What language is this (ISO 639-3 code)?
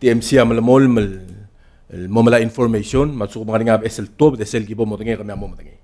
pau